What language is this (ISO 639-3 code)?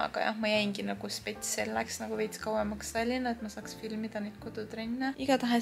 est